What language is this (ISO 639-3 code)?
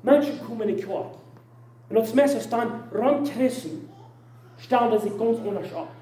pdt